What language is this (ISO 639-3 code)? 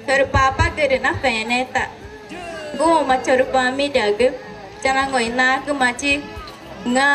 tca